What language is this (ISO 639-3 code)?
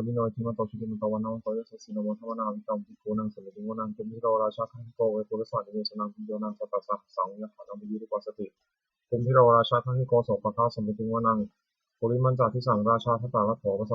pli